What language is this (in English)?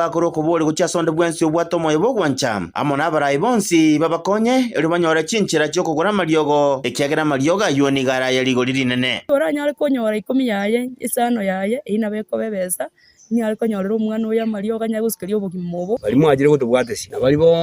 Gusii